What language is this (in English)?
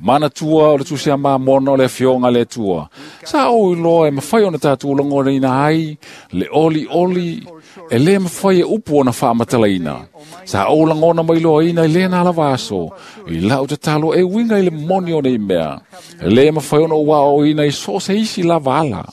Samoan